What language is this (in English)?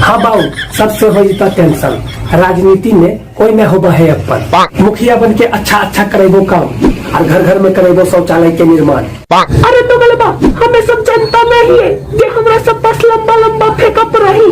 Magahi